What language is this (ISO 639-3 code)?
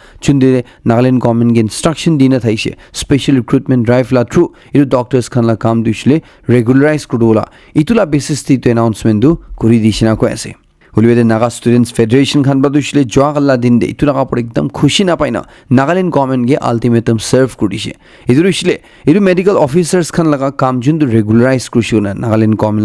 nag